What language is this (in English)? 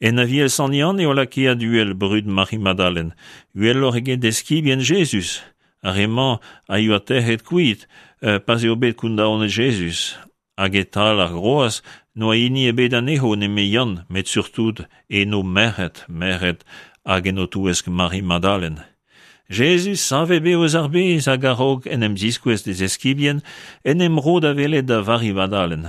Breton